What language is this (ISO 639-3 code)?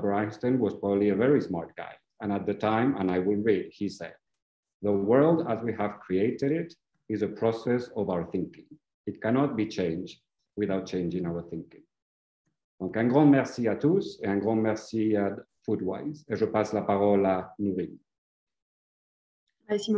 fra